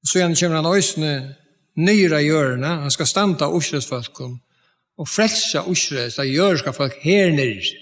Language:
Faroese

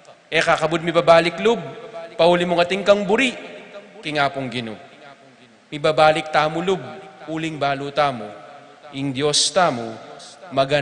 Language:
Pampanga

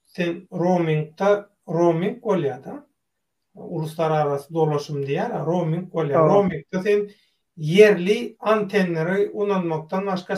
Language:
Turkmen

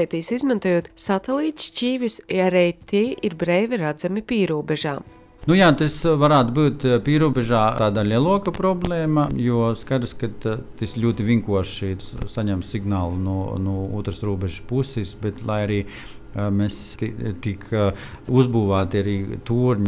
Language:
Latvian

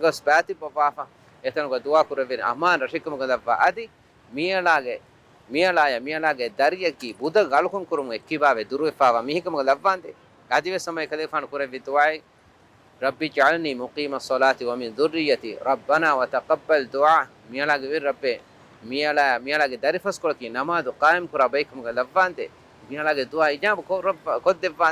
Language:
Divehi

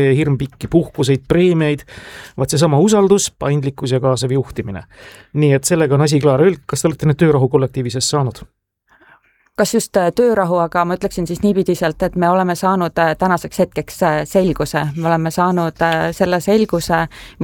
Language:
Estonian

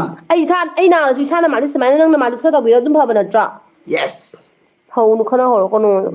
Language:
Manipuri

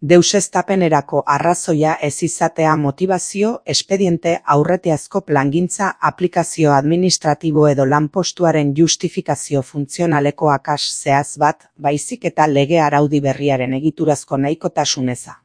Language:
Basque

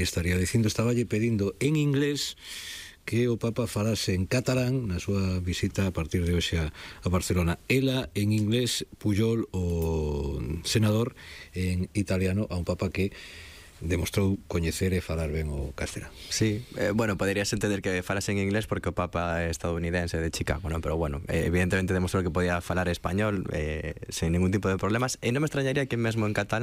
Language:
Galician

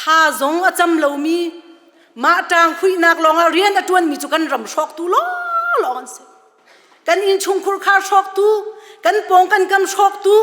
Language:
Hakha Chin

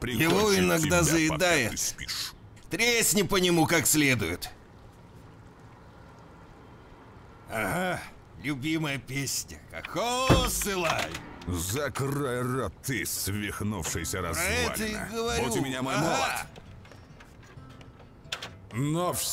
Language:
Russian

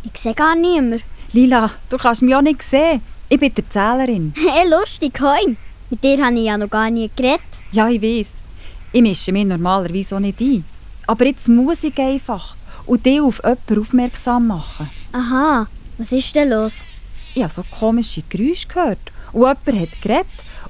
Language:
Swiss German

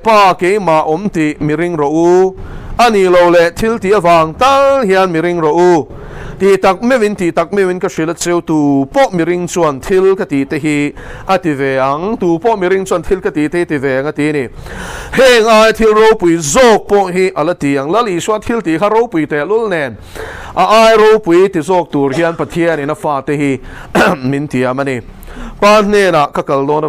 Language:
Mizo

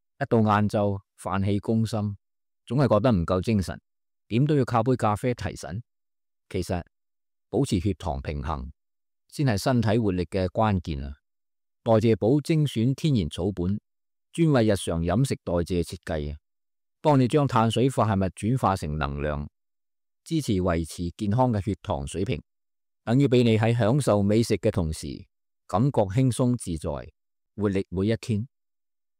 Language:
Cantonese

